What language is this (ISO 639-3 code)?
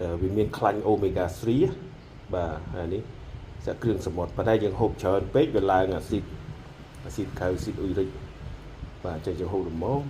khm